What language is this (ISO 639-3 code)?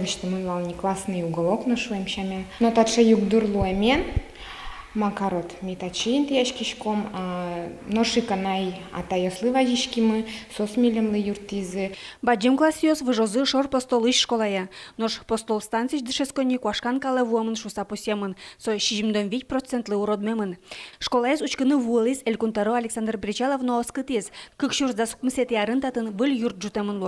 udm